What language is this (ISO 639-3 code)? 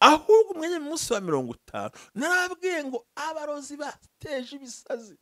kin